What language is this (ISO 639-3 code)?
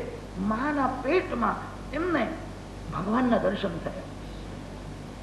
guj